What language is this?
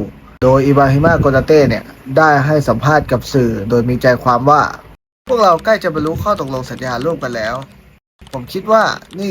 Lao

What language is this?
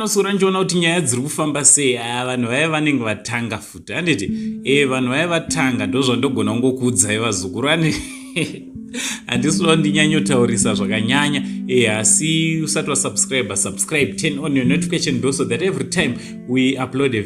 Shona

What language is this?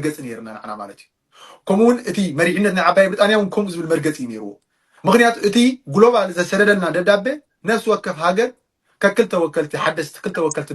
Tigrinya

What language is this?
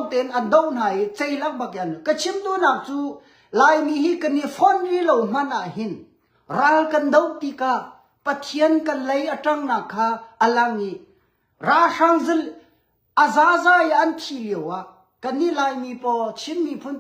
Hakha Chin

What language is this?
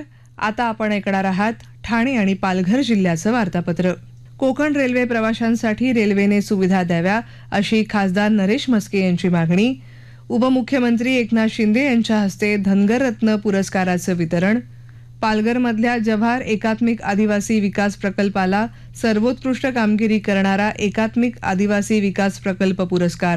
Marathi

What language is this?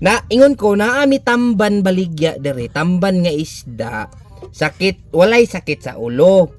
Cebuano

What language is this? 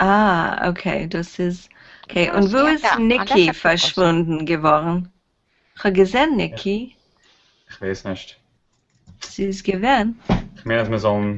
Yiddish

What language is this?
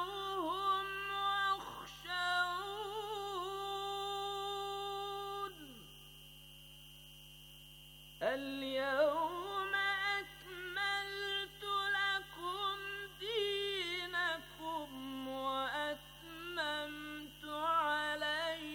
Bangla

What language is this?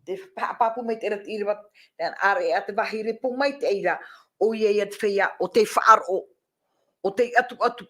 Tahitian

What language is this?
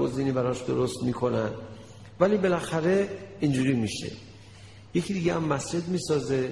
Persian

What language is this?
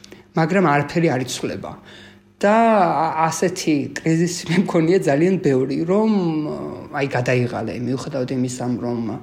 Georgian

